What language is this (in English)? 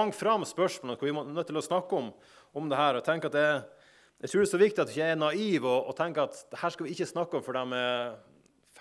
Norwegian